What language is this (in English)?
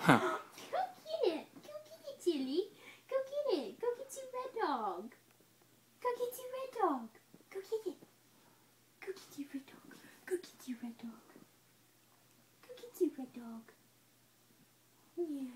English